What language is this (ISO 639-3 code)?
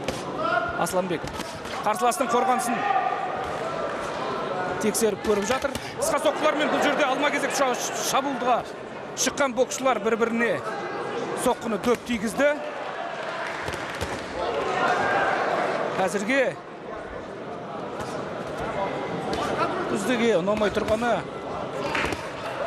kaz